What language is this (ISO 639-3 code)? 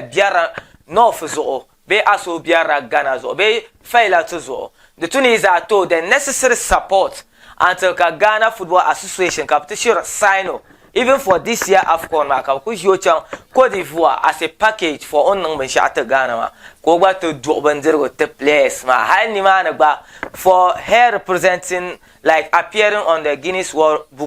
dag